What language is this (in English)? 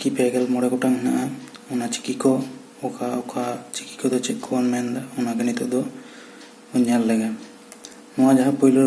Santali